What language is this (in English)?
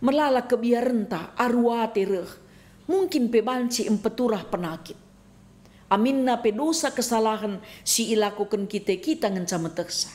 Batak Karo